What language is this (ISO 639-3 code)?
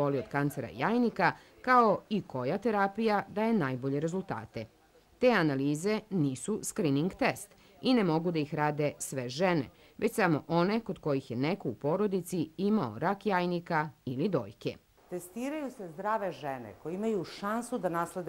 srp